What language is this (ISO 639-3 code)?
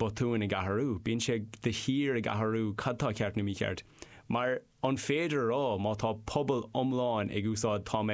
gle